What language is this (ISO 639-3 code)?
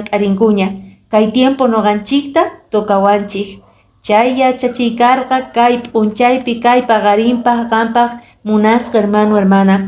que